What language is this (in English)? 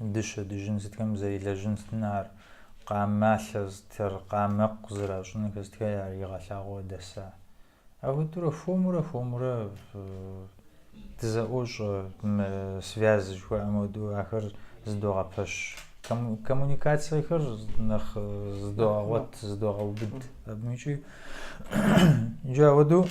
Kabardian